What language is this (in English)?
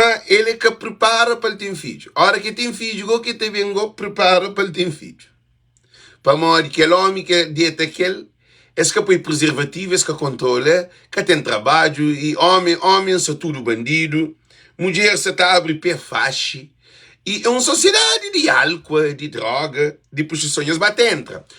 Kabuverdianu